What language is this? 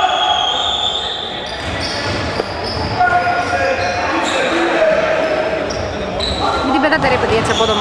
Greek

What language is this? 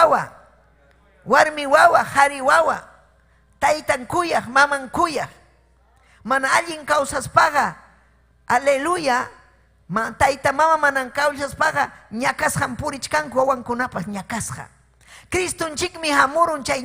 Ayacucho Quechua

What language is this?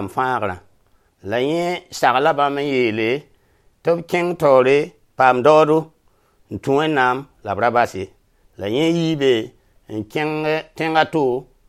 Mossi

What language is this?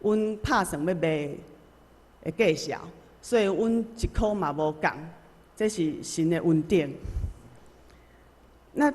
Min Nan Chinese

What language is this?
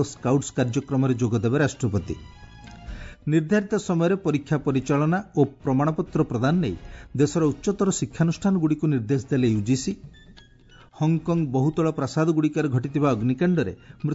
Odia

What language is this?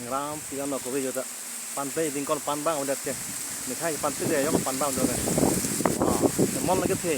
Karbi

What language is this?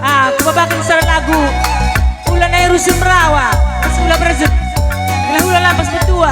Batak Karo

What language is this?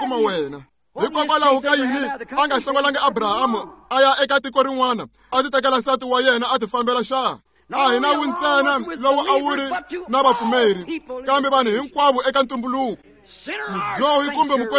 Tsonga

